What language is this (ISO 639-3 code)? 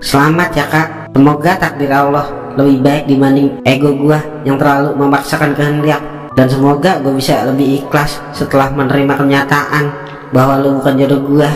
bew